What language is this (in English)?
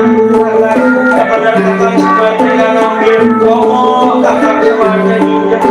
Betawi